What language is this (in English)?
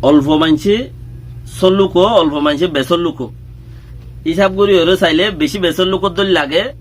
Rohingya